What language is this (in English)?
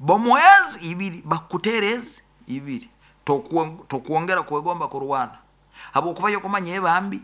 Nyoro